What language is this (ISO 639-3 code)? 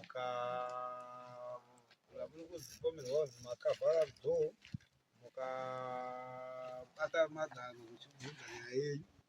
sna